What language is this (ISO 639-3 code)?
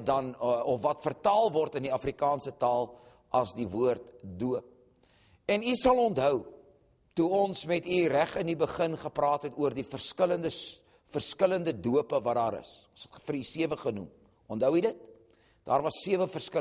afr